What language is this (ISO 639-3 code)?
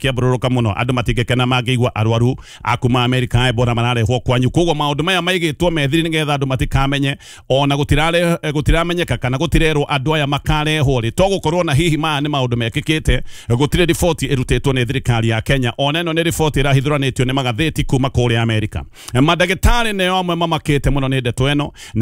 kik